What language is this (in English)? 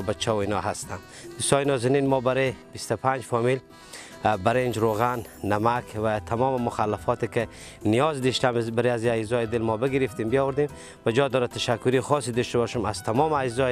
Persian